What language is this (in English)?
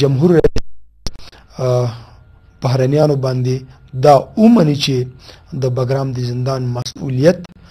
Pashto